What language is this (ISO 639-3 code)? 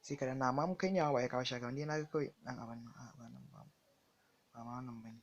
hau